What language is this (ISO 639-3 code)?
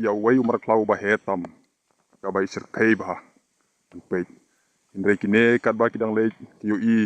kha